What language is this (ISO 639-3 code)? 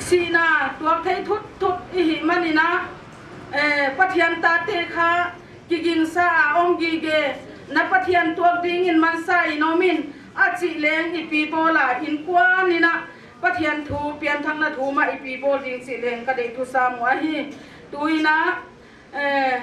pck